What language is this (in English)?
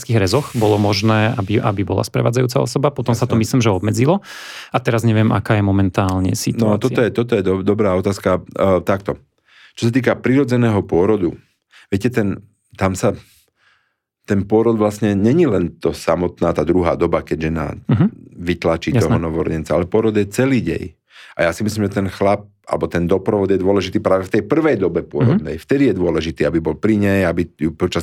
Slovak